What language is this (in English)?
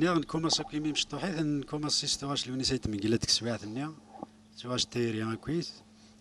Kabyle